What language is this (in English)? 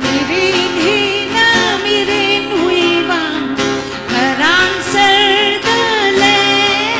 Tangkhul Naga (India)